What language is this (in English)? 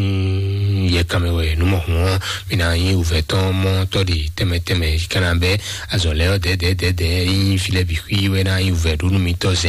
Fon